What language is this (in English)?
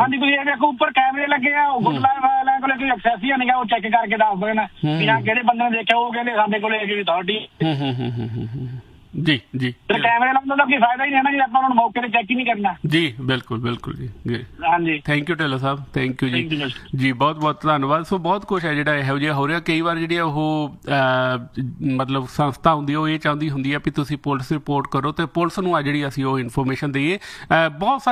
Punjabi